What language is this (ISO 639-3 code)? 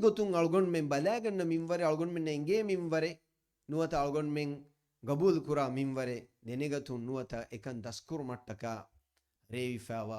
div